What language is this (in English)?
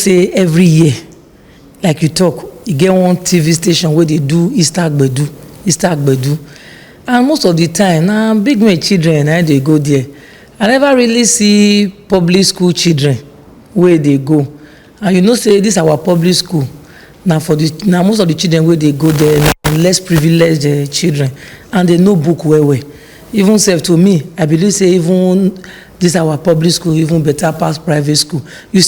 Nigerian Pidgin